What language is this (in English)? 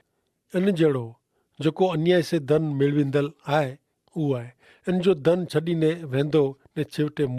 Kachhi